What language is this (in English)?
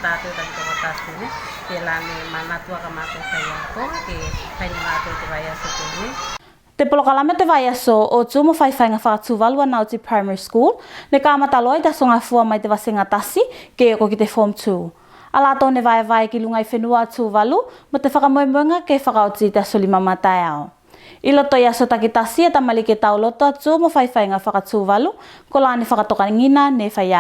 Tuvalu